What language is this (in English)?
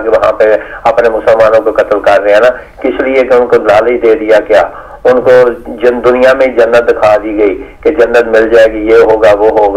Urdu